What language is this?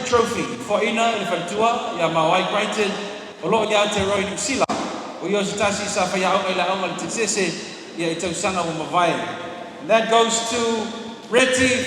Samoan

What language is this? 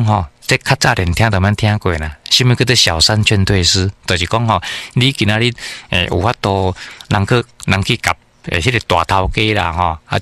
Min Nan Chinese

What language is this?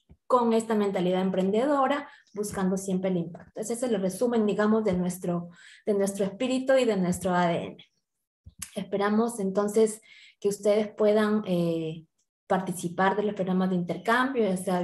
Spanish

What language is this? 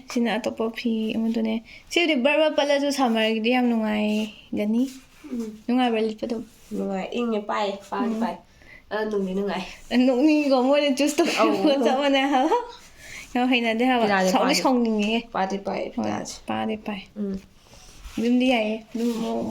Manipuri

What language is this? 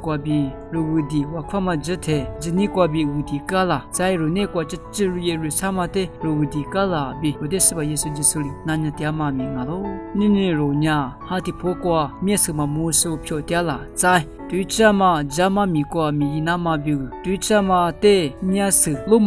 Lisu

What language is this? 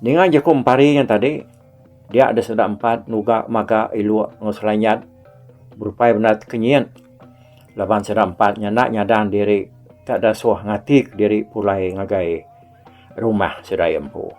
Iban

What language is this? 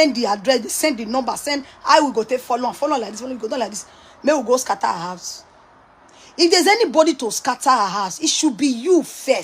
Nigerian Pidgin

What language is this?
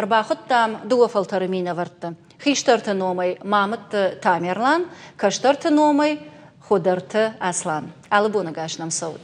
Ossetic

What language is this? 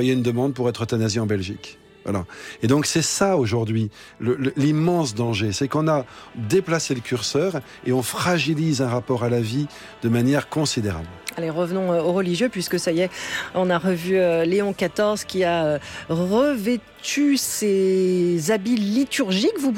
French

